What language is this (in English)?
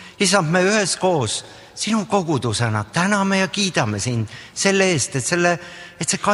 Estonian